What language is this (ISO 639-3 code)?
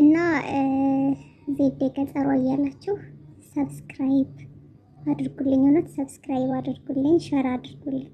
amh